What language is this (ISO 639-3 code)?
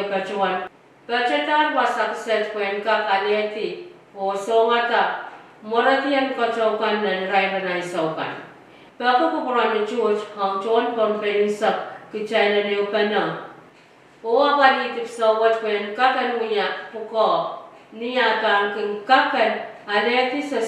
pon